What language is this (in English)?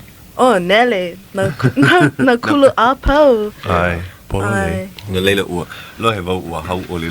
Hawaiian